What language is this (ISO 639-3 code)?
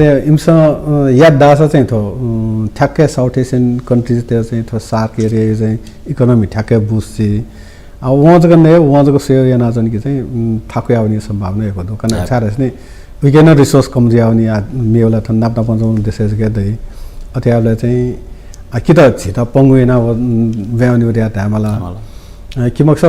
new